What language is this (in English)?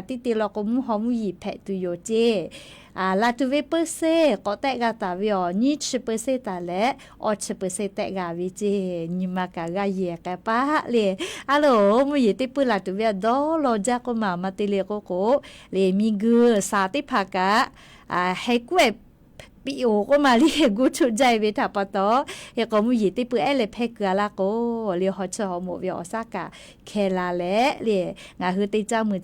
Lahu